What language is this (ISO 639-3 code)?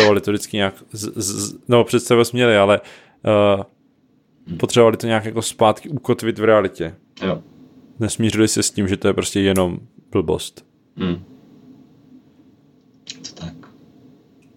ces